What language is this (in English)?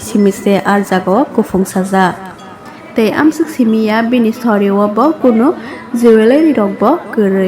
Kok Borok